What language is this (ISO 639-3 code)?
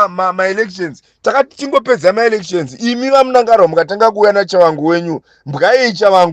sna